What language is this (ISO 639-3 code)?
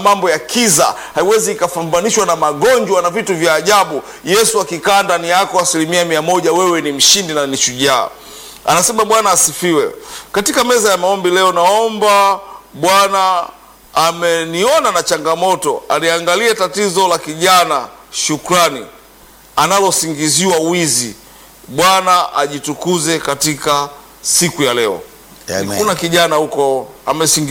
swa